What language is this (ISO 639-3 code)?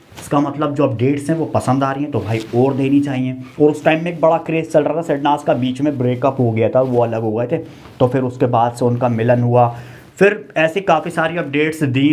hin